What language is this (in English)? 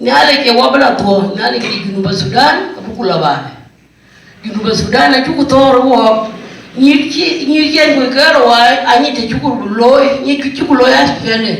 Dinka